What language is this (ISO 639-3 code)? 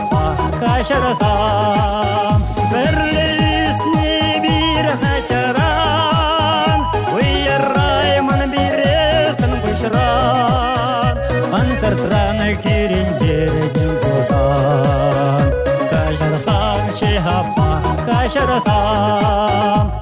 chv